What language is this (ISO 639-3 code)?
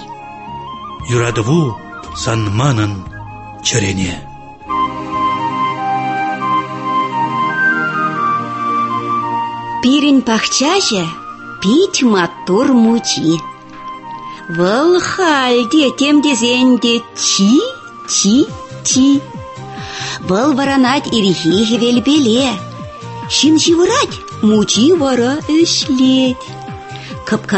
tat